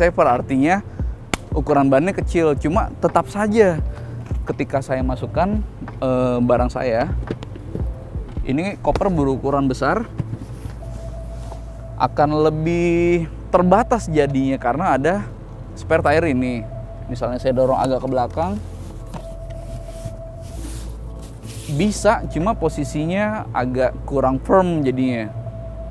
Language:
Indonesian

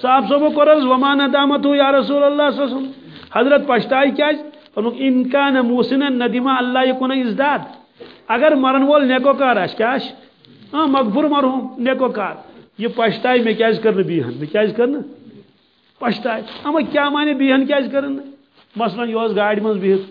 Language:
Kashmiri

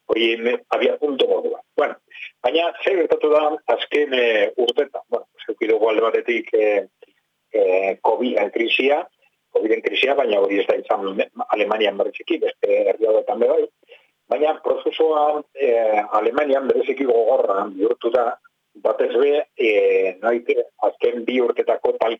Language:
Basque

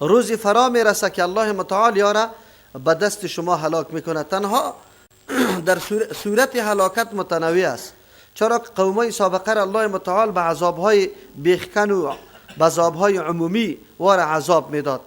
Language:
Persian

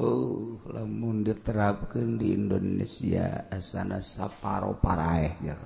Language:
Sundanese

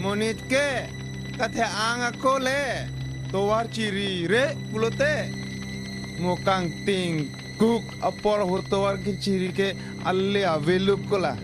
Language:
Karbi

